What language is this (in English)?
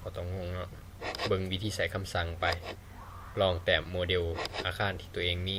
Lao